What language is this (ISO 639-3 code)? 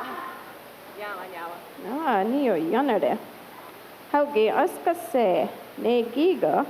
moh